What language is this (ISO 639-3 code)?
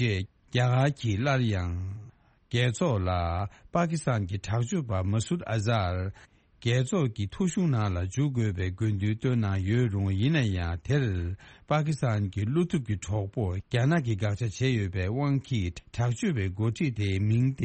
bod